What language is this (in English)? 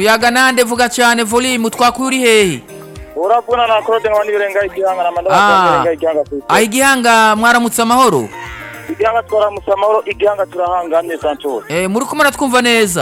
Rundi